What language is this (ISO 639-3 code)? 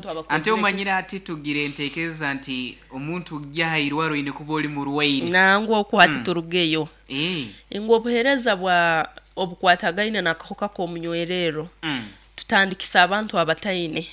nyo